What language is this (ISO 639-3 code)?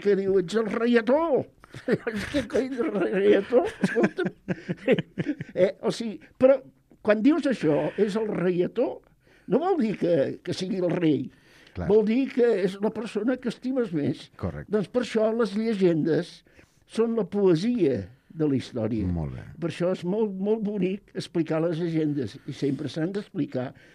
cat